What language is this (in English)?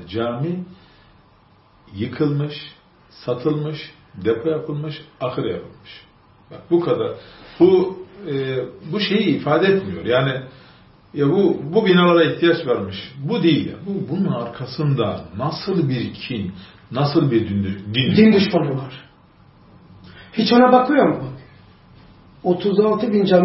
Turkish